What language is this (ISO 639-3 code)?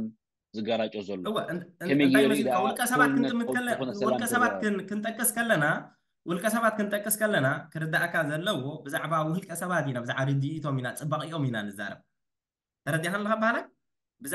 tir